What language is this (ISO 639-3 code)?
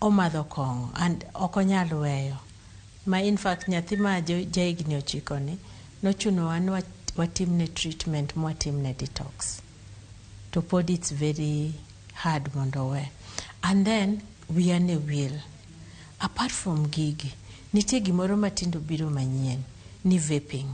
luo